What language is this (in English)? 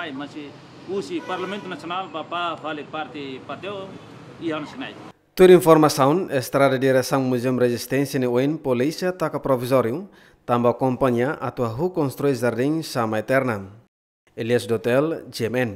Tetum